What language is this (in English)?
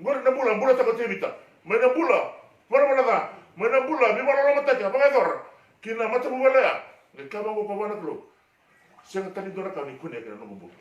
Fijian